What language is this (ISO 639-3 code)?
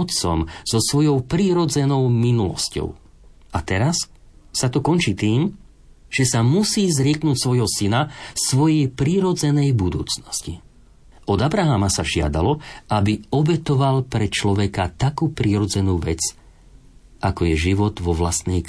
slk